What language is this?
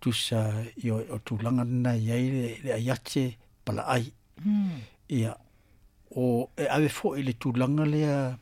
Samoan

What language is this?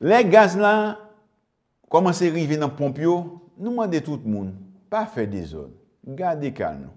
Haitian Creole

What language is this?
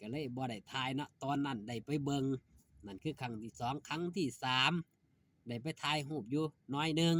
Northeastern Thai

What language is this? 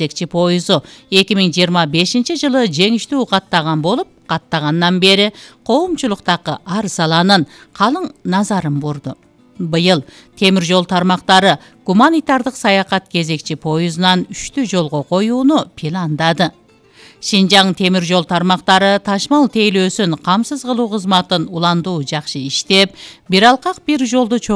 Kyrgyz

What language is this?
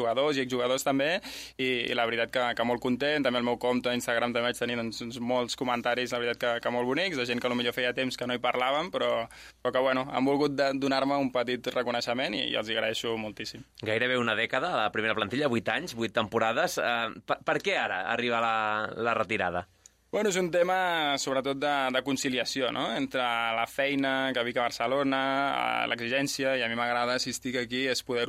Catalan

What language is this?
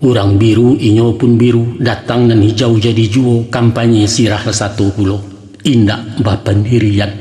Minangkabau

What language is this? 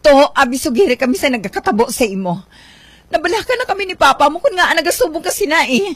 Hiligaynon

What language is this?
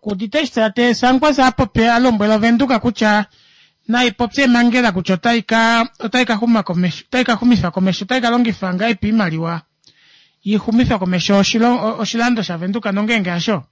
Kuanyama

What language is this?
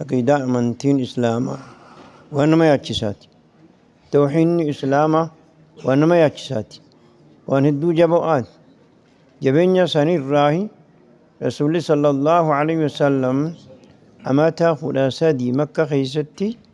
Oromo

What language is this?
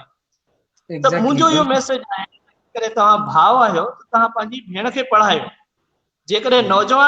Sindhi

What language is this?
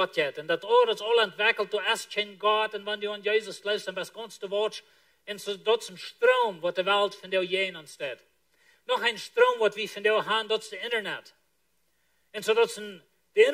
Plautdietsch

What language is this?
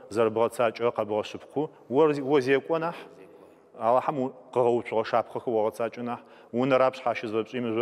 Adyghe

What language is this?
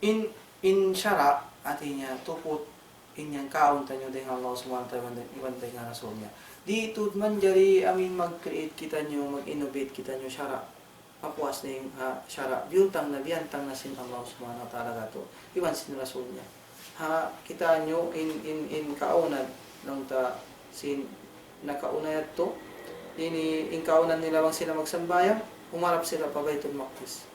Tausug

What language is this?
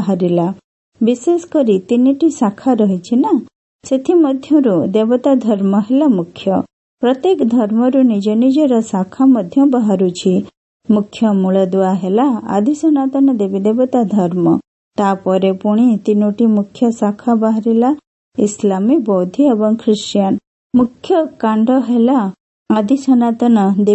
Odia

